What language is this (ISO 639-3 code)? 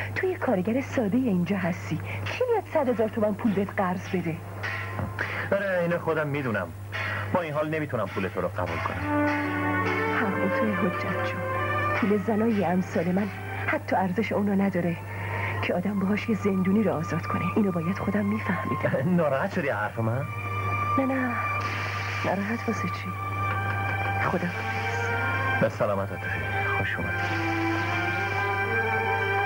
fas